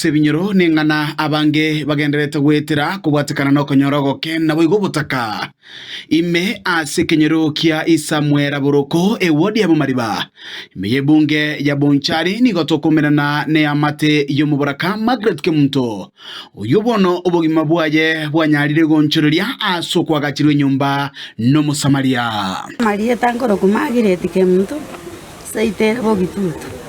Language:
Gusii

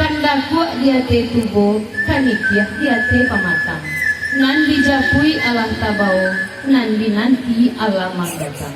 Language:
Minangkabau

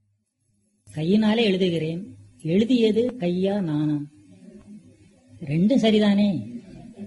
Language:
Tamil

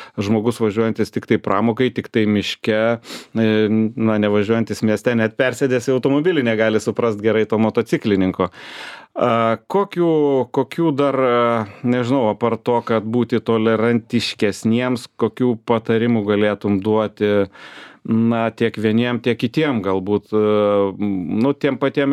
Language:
Lithuanian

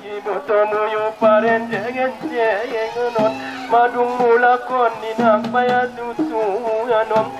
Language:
Batak Angkola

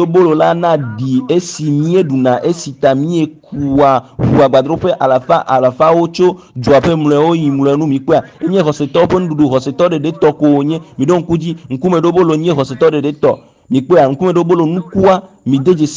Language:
Ewe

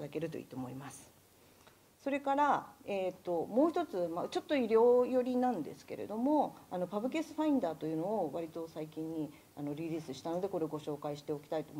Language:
Japanese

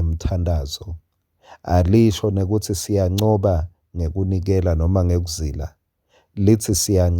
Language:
Swati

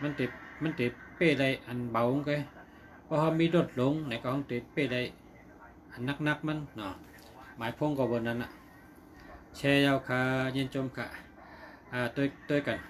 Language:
Shan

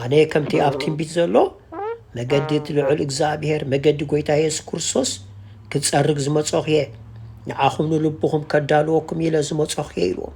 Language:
Tigrinya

